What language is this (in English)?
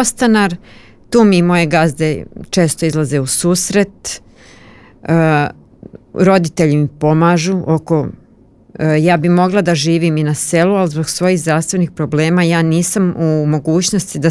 Serbian